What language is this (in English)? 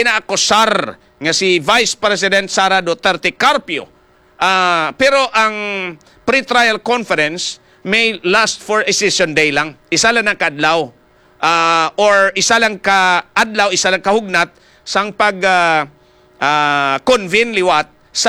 Hiligaynon